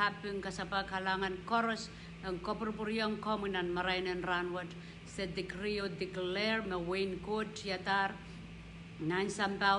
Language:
Pohnpeian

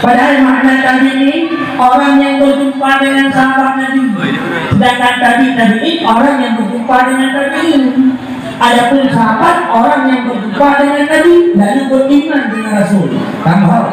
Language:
Achinese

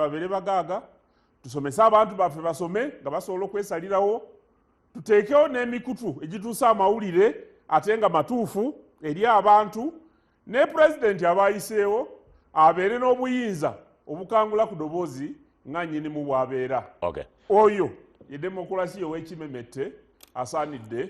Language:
Ganda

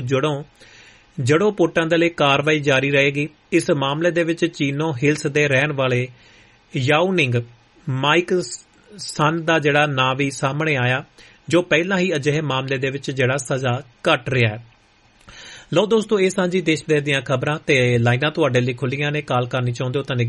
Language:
Punjabi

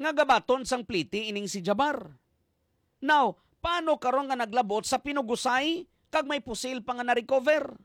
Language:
Hiligaynon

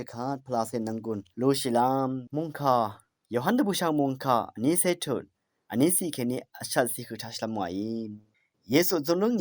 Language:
Rawang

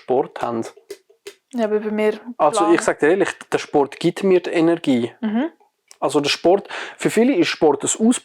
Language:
Swiss German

